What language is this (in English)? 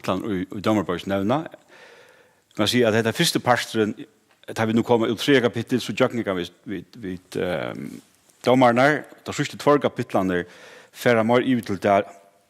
Faroese